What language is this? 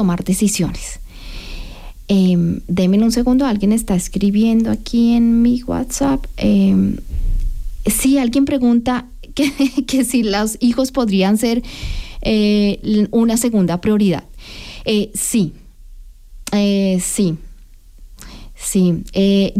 Spanish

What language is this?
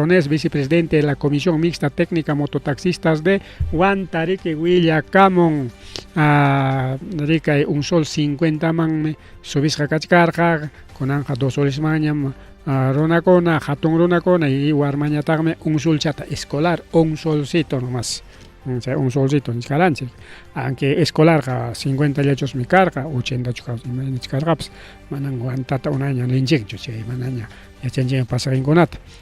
Ayacucho Quechua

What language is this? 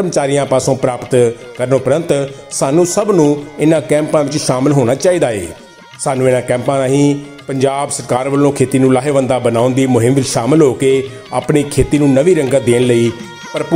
Punjabi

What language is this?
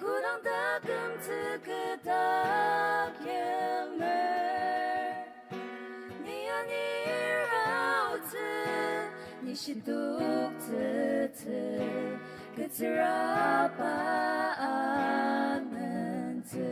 Ao Naga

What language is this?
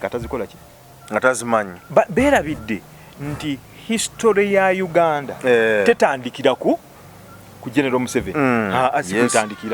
Ganda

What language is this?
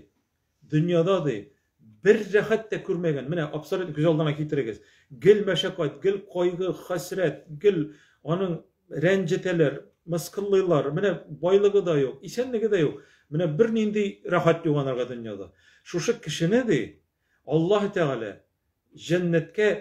Tatar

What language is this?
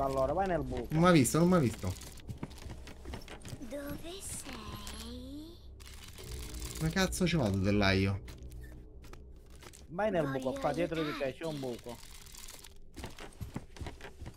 Italian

